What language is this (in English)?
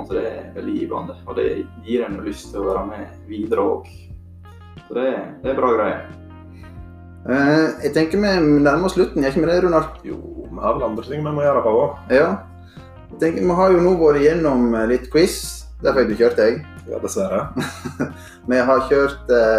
Norwegian